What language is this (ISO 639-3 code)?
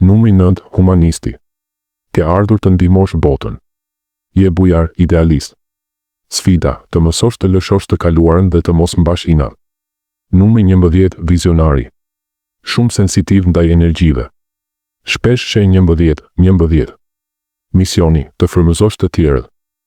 sqi